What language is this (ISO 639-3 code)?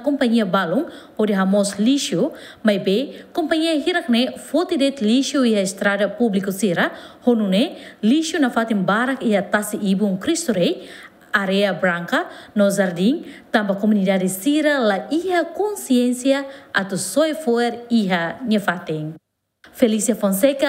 tet